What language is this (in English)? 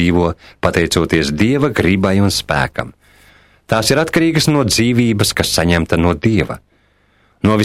Latvian